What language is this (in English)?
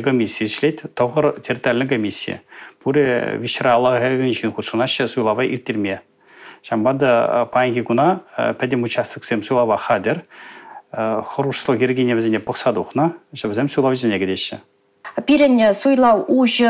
Chuvash